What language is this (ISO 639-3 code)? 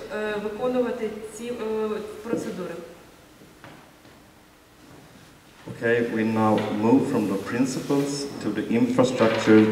ukr